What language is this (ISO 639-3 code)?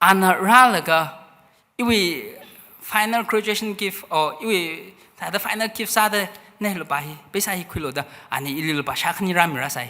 nmf